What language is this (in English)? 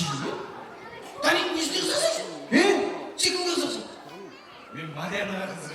Kara-Kalpak